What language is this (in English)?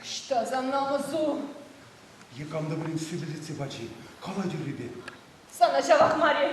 Chuvash